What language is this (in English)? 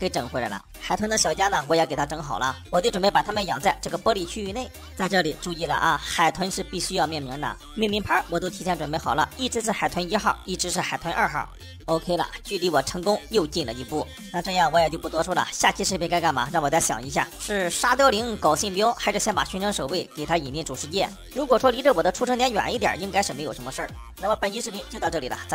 Chinese